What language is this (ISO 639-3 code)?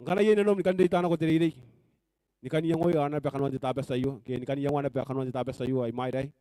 gil